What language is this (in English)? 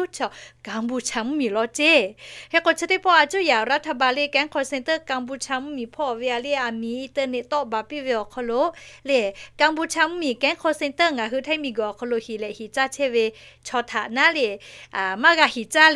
Lahu